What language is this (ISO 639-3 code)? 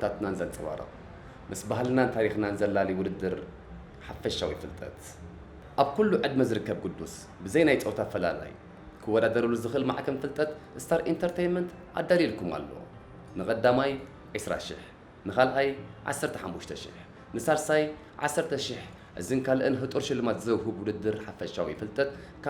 tir